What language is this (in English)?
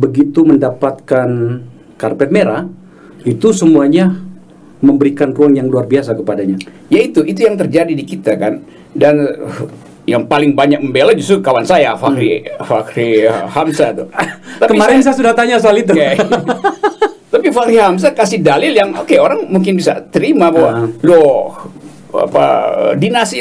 Indonesian